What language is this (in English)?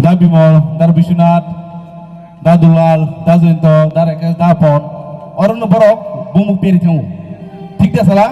Kok Borok